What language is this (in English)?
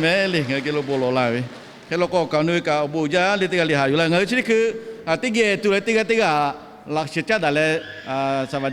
Lahu